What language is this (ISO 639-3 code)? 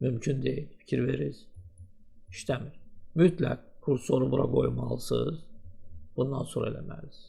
aze